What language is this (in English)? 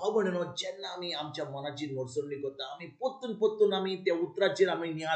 Konkani